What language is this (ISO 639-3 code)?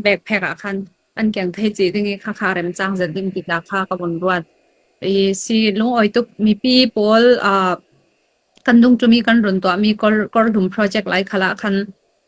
cfm